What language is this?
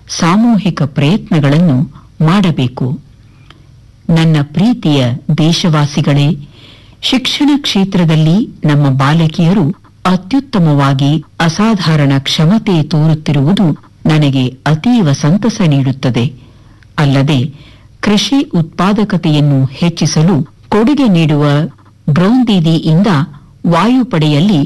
Kannada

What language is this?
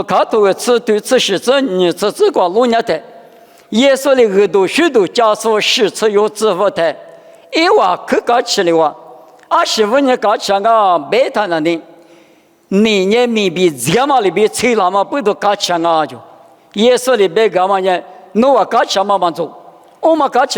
Lisu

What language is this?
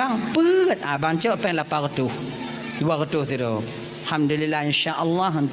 Achinese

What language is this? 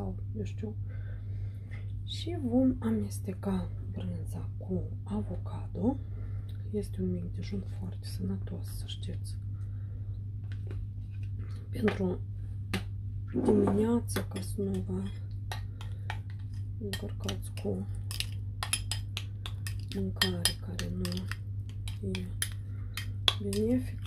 Romanian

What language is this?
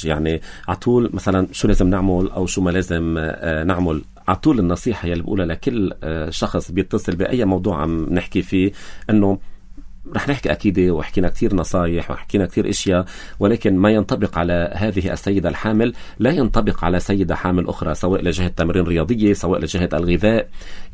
North Levantine Arabic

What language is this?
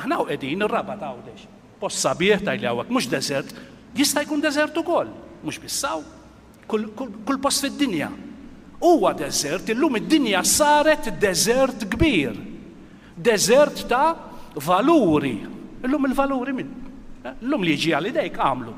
Maltese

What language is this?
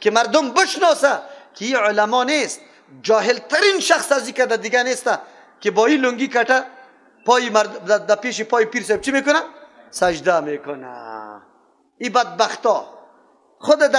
Persian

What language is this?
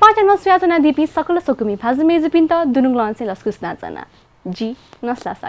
Newari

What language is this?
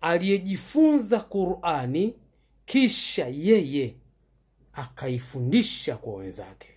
Swahili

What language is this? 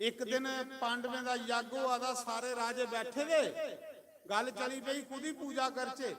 Dogri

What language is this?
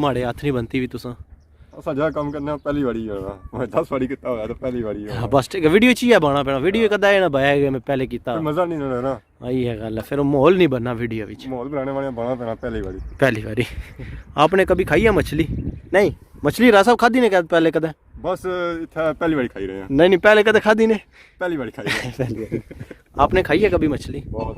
Pahari-Potwari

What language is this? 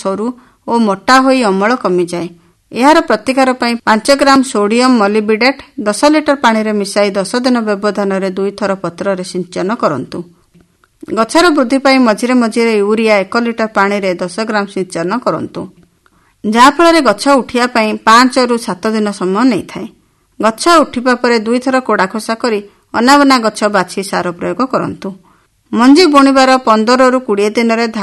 Odia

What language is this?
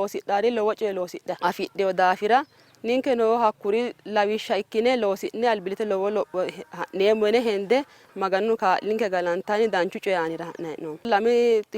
Sidamo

